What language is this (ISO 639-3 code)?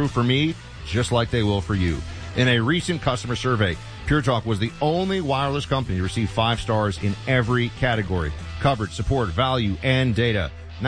eng